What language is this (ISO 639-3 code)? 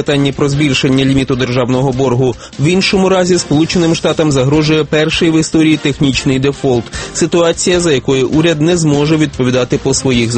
ukr